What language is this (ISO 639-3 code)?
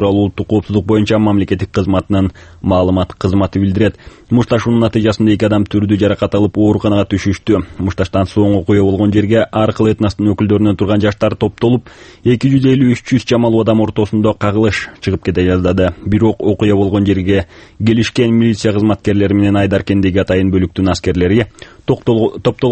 kir